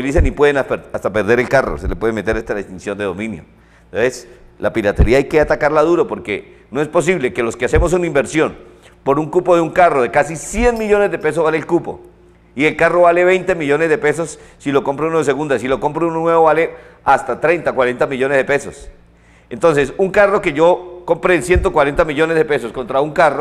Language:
Spanish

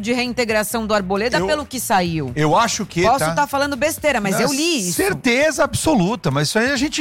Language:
Portuguese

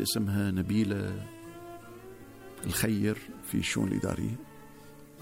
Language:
Arabic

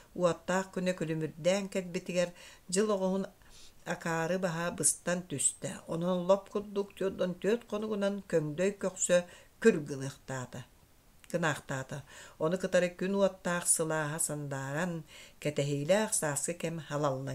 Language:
Yakut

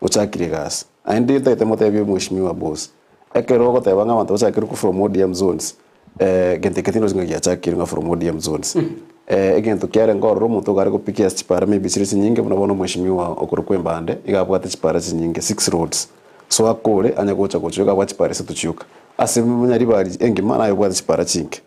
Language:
Gusii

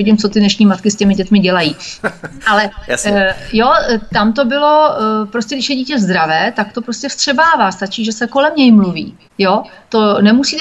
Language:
Czech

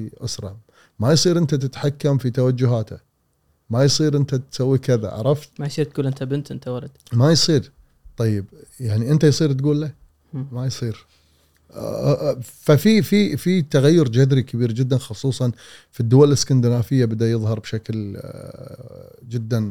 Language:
Gulf Arabic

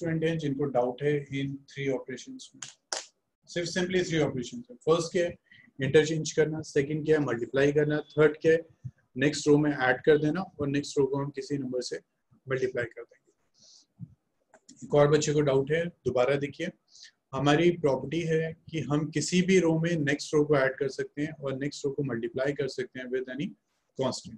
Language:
Hindi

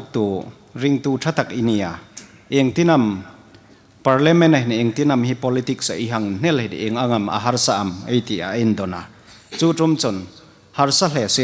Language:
Hmar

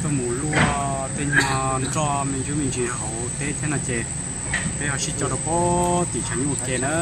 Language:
Hmong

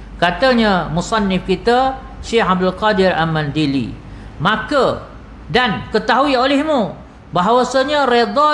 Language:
Malay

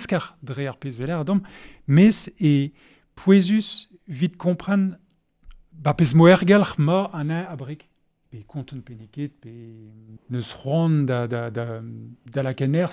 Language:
Breton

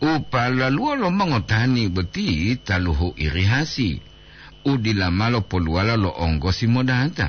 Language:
Gorontalo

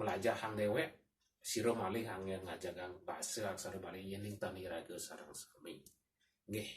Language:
Balinese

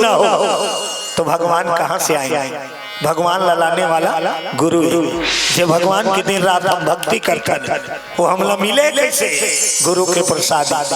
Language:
Chhattisgarhi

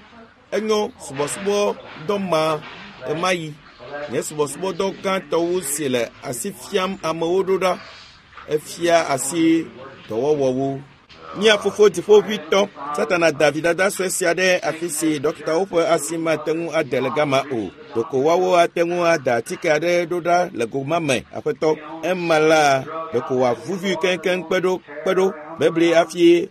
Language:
Ewe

